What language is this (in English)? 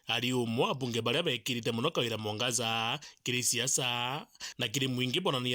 Meru